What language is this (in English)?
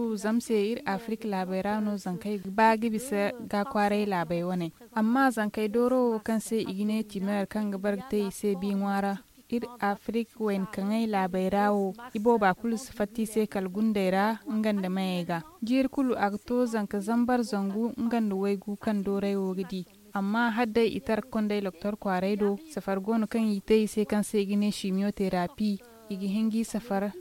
Zarma